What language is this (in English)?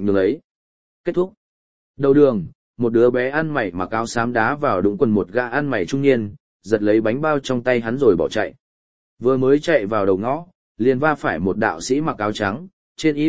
Vietnamese